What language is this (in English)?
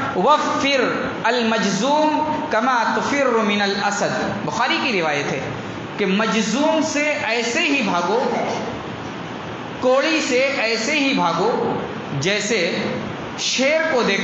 Urdu